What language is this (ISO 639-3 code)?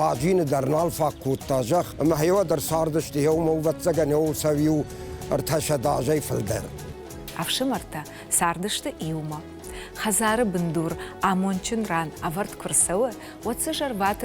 oss